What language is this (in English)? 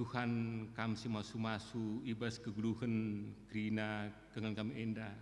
Batak Karo